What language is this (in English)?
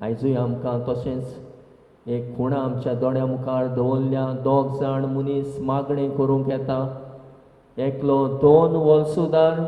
Konkani